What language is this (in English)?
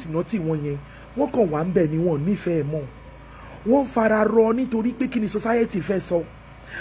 Yoruba